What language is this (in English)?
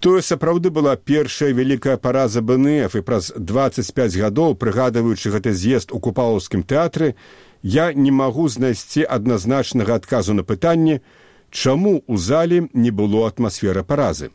Belarusian